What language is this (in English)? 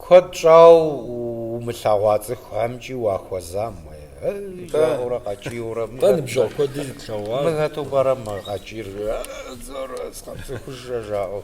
Kabardian